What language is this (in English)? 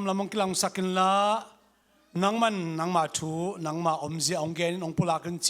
Tedim Chin